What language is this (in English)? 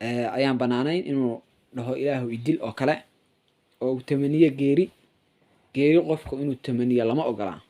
Somali